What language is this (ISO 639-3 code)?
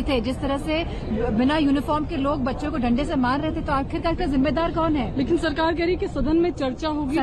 hin